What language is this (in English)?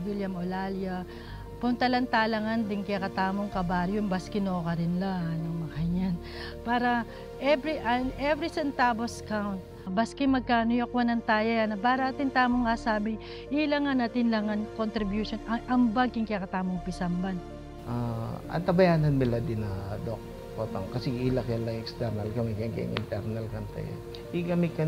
Pampanga